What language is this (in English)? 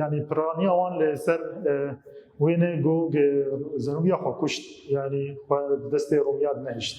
Kurdish